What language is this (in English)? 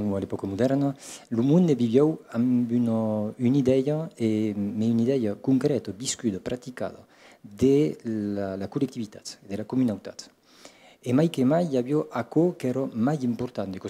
Occitan